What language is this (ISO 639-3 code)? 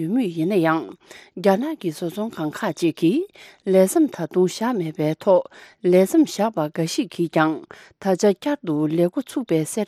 bod